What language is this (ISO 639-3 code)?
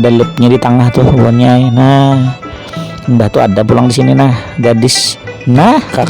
bjn